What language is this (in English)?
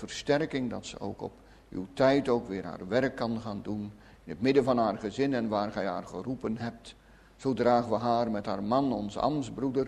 Dutch